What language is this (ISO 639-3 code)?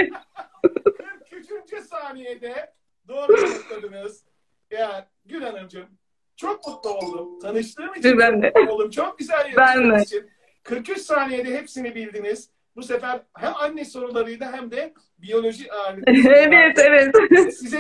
tur